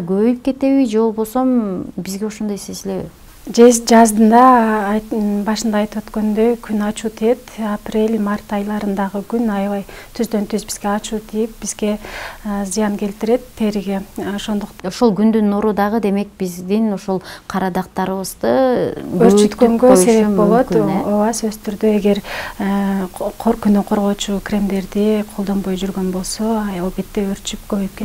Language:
Kyrgyz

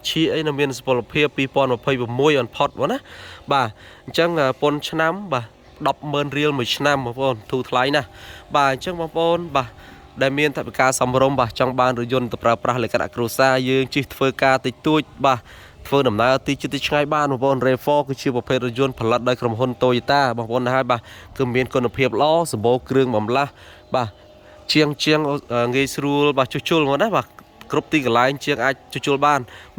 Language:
Khmer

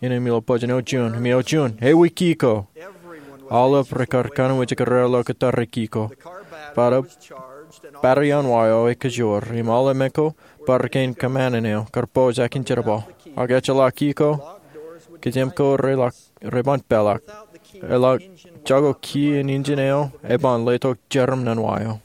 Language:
Marshallese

